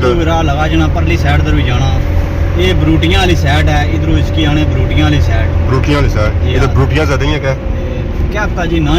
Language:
Pahari-Potwari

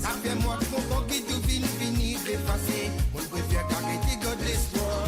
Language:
Morisyen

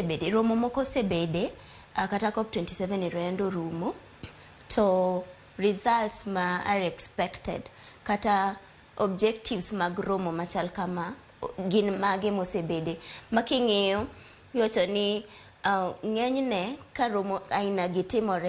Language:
Luo (Kenya and Tanzania)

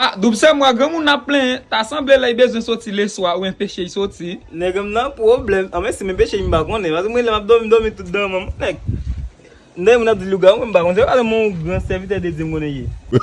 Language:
Haitian Creole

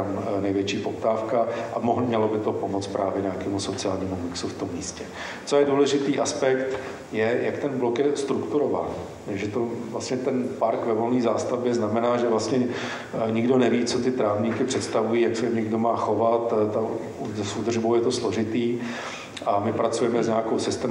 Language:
Czech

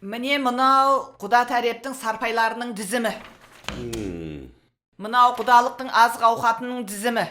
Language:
Kara-Kalpak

